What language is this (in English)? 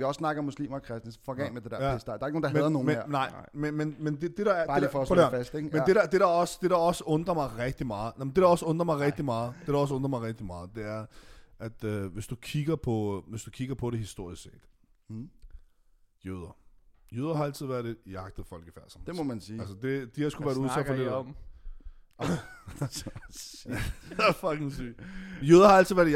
Danish